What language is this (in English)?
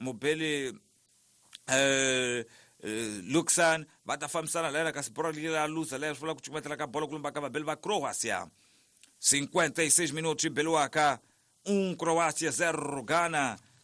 Tsonga